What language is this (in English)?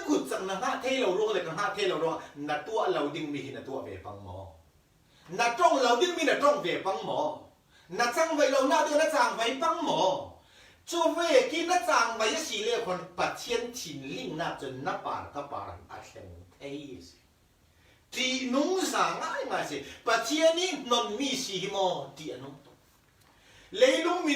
Falam Chin